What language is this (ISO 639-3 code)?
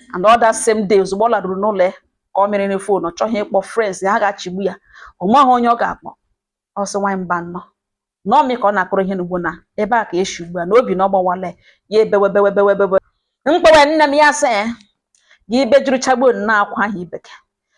ibo